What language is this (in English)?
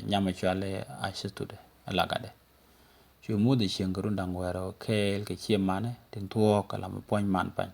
Nuer